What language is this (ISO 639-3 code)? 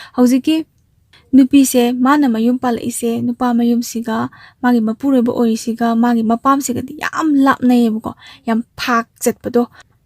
mni